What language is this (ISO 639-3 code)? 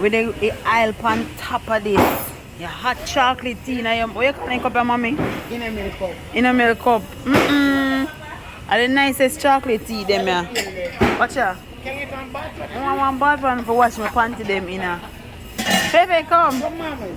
jam